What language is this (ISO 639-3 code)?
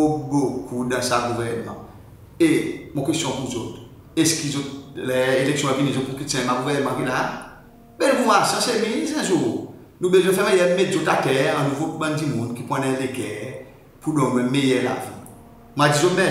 crs